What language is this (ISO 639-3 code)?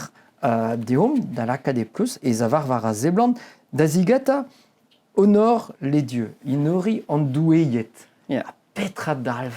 bre